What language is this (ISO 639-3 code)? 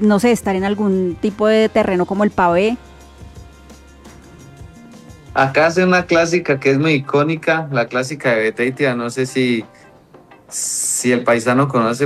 spa